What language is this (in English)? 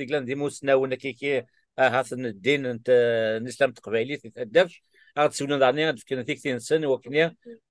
Kabyle